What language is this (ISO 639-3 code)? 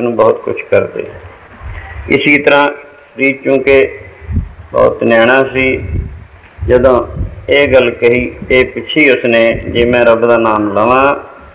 pan